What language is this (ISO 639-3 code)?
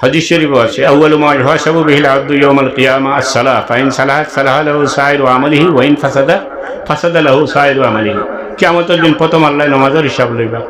syl